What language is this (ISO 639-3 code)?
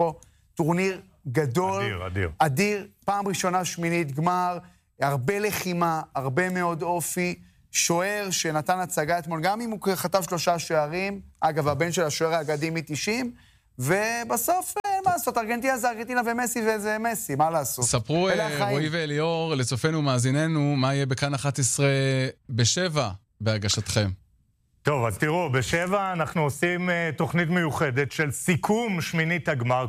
heb